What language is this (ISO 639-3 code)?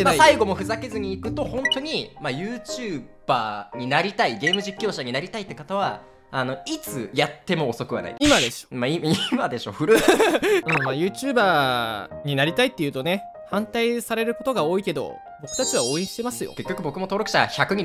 jpn